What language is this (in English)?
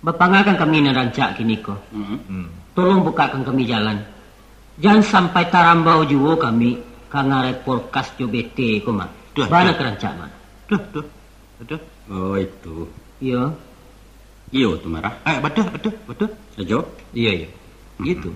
Minangkabau